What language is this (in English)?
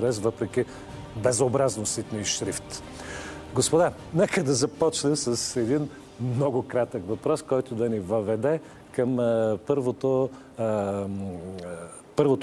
Bulgarian